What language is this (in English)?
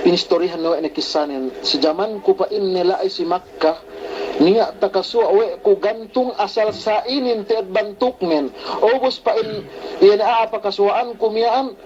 Yakan